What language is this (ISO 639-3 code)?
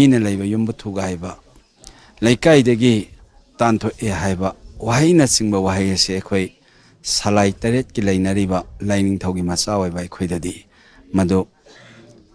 mni